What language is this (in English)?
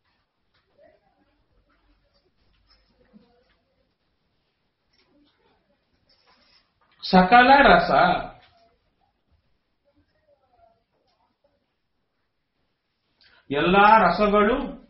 Kannada